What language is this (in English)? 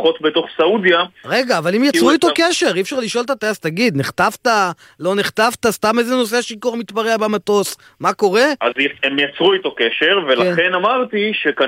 Hebrew